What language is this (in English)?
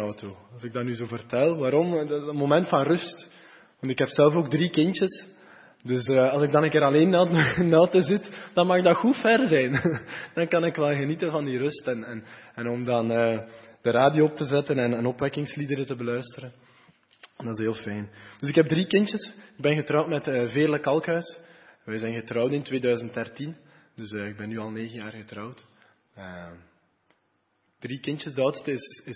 Dutch